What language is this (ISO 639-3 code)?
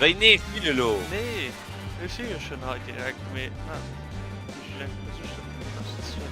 ltz